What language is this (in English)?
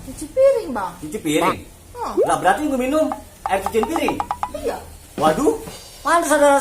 Betawi